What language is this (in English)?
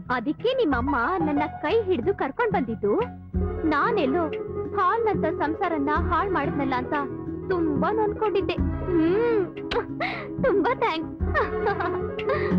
Kannada